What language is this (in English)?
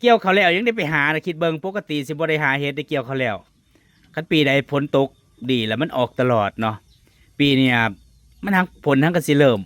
Northeastern Thai